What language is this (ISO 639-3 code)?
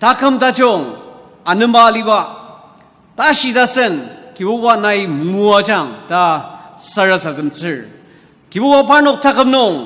njo